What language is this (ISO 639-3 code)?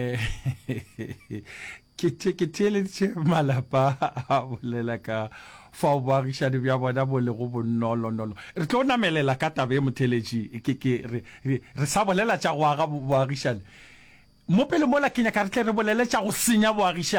nso